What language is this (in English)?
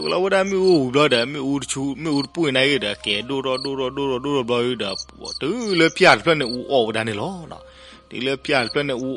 S'gaw Karen